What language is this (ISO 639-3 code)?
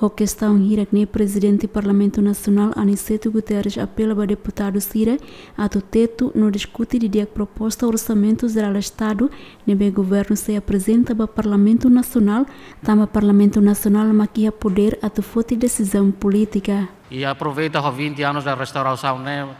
tet